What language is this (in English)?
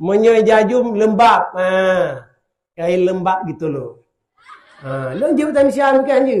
Achinese